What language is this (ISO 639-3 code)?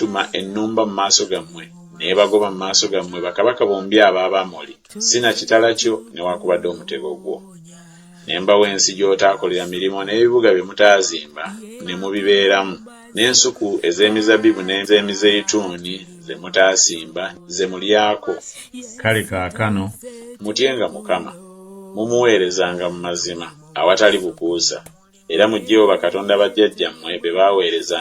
lug